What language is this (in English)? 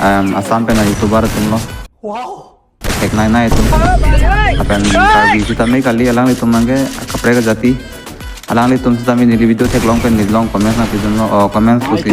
Karbi